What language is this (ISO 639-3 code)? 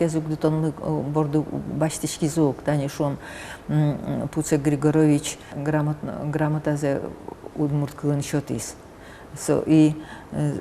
udm